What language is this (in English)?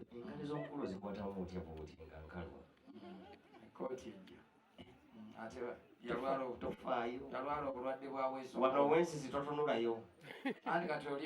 Ganda